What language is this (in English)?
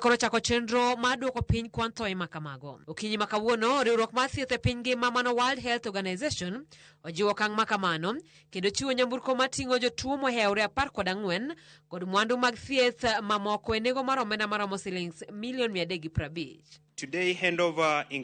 Luo (Kenya and Tanzania)